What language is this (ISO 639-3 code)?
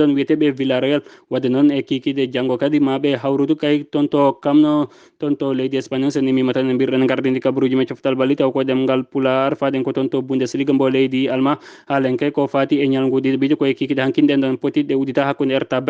ful